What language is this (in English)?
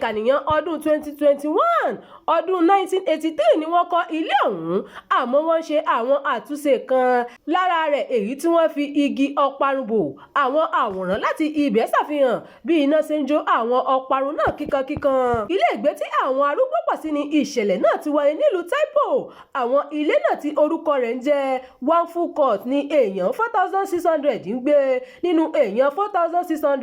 Yoruba